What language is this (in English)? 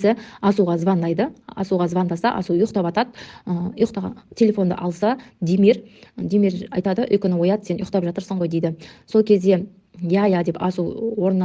Kazakh